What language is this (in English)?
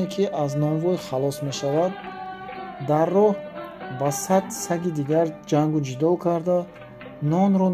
Tajik